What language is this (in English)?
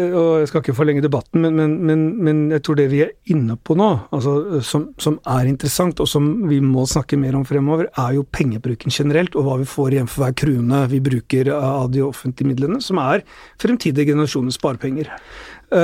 Norwegian